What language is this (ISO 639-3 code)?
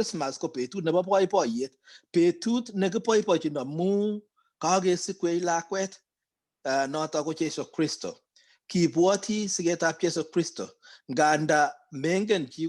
kln